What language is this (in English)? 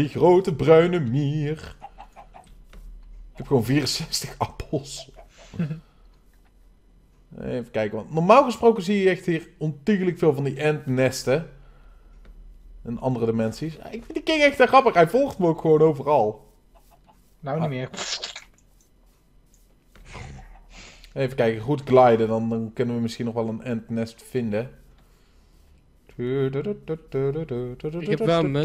Dutch